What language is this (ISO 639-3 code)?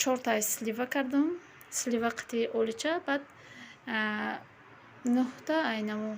tgk